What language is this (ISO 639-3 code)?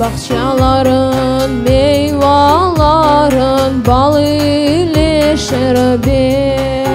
crh